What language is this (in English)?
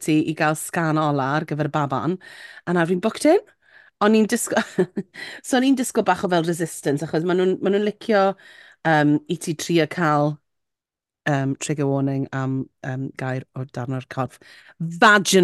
Welsh